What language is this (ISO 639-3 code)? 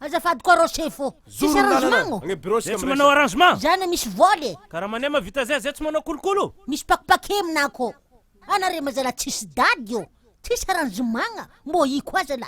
mlg